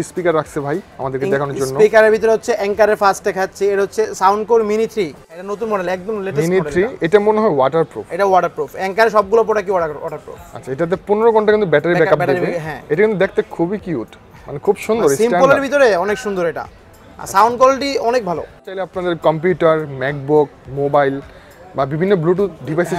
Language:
Bangla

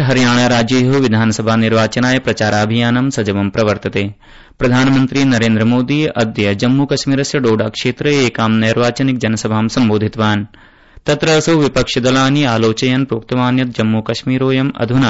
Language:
Sanskrit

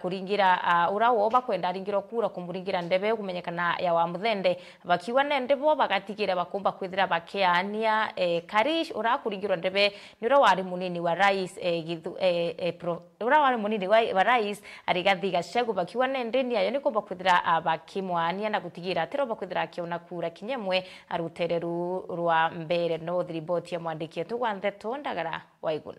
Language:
Meru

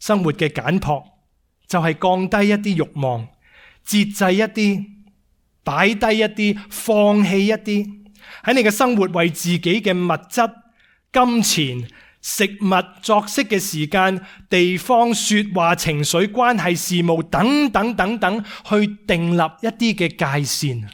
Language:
Cantonese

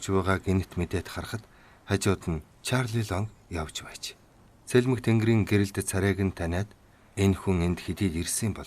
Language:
Mongolian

